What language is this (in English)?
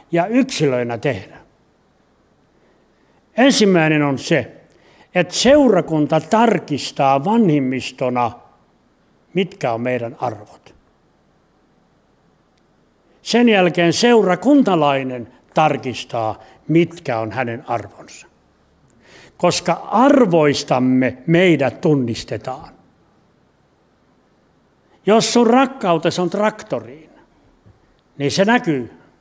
Finnish